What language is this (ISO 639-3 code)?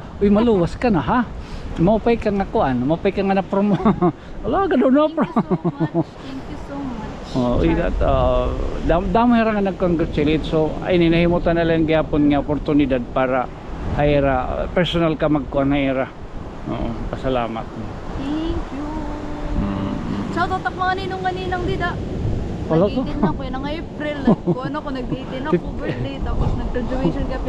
war